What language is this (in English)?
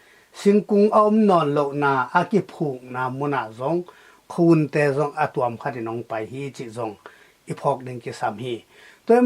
Tedim Chin